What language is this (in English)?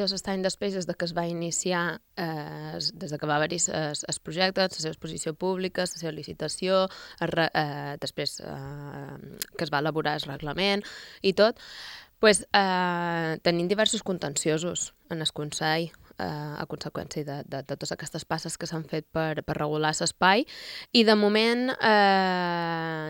Catalan